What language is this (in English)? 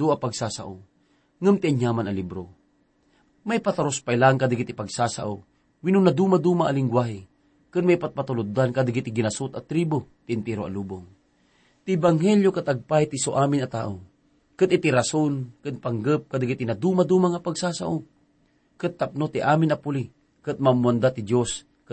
Iloko